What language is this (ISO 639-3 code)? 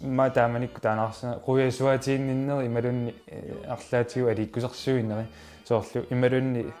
kal